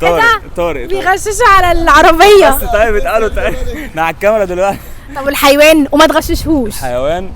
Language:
Egyptian Arabic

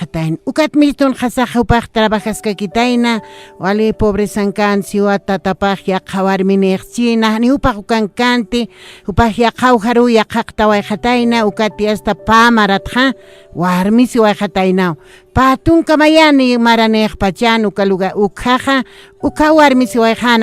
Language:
Aymara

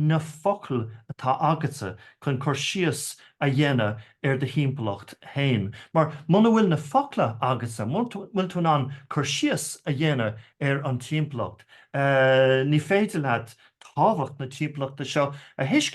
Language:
Irish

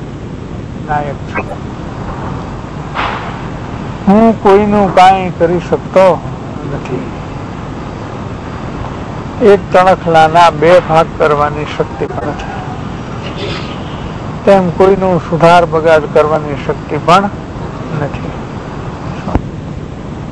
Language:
Gujarati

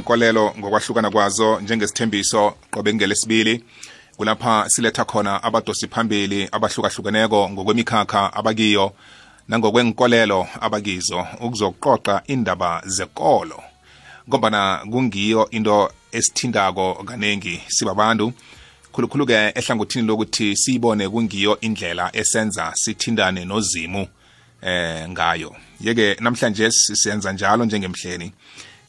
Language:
South Ndebele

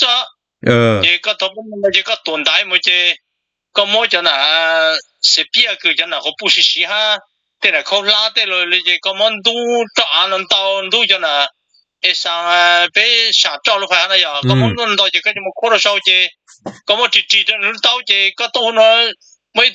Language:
Hmong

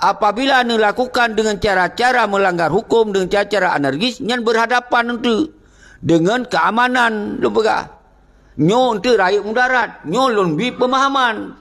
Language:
Achinese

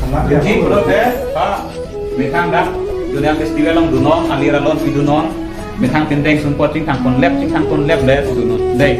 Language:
Karbi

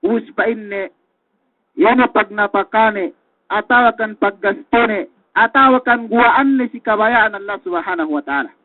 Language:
Yakan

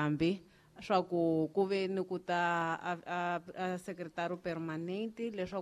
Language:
Tsonga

